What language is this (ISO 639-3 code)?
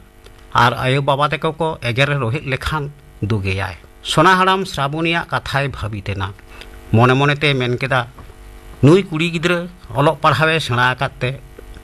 sat